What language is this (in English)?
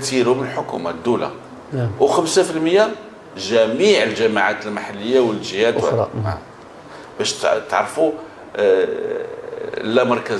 Moroccan Arabic